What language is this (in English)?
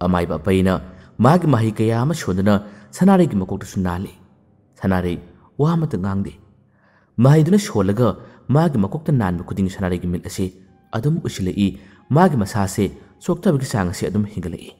Manipuri